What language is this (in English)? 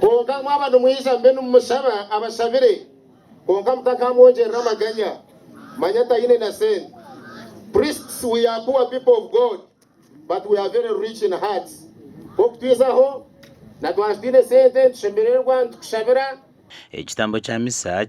Nyankole